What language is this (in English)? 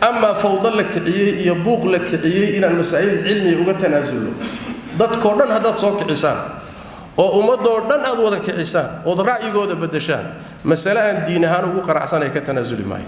Somali